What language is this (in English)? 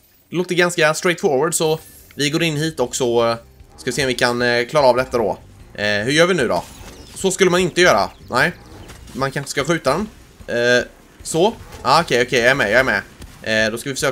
Swedish